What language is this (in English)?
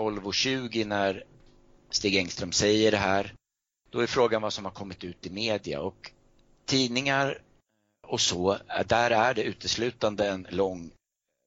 Swedish